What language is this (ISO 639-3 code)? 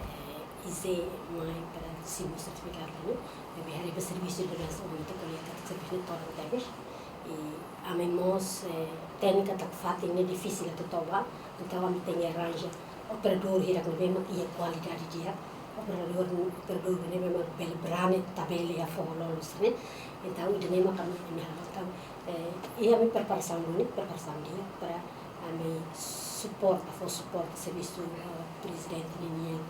tet